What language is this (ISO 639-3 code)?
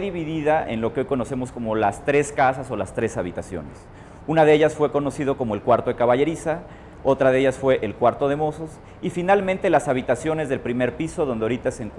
spa